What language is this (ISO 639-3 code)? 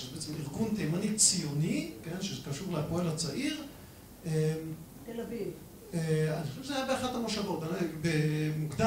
heb